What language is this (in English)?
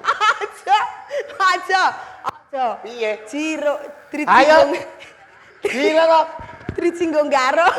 Javanese